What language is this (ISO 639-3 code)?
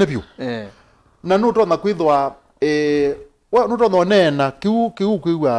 kam